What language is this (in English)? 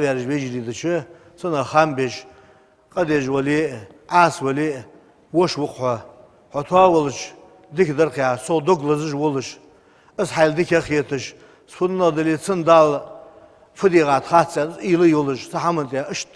Ingush